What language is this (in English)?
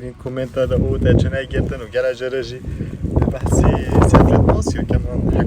Kurdish